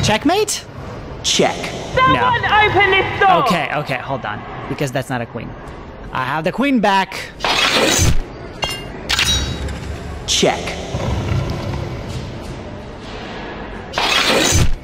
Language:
English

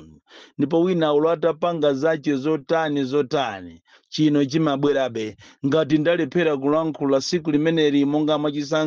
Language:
Nyanja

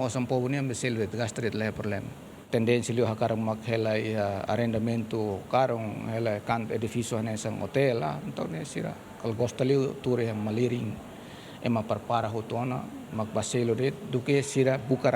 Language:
Tetum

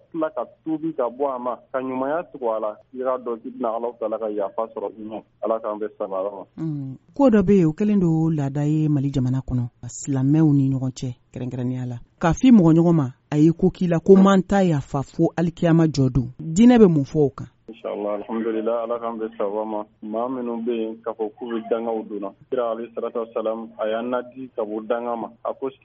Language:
Bambara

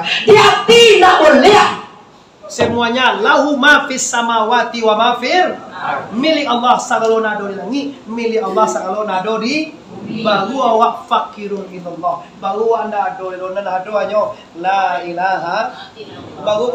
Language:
Minangkabau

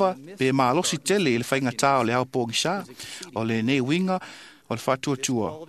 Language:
Samoan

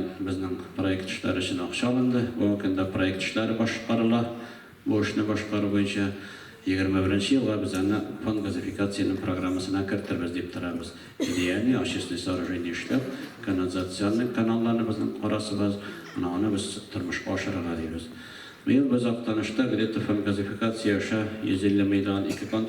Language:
Tatar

